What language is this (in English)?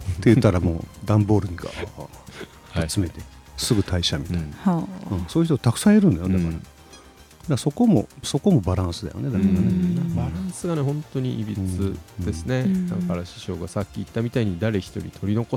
Japanese